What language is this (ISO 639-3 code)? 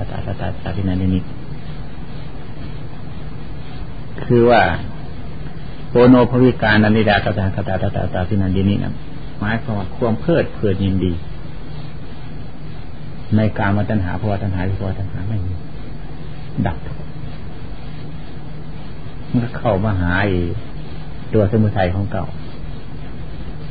tha